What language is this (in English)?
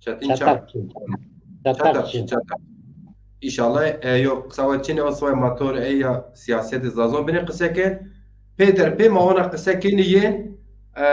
Zaza